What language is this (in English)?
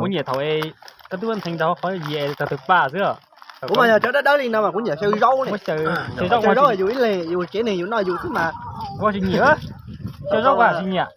Hmong